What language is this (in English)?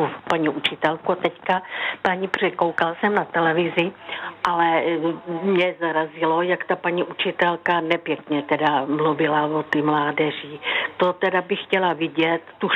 Czech